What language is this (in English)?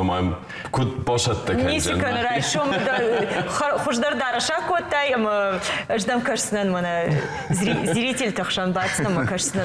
Ossetic